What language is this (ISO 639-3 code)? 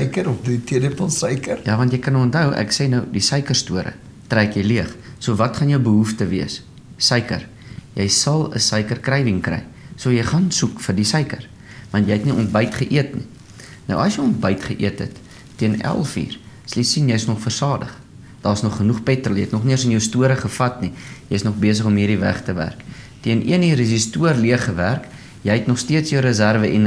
afr